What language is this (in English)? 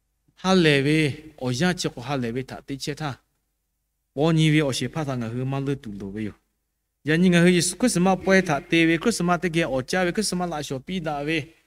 Lahu